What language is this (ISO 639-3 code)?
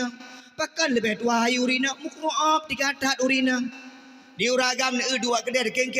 ace